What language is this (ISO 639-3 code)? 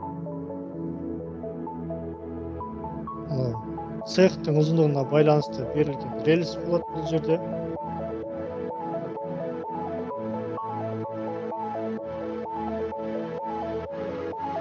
kaz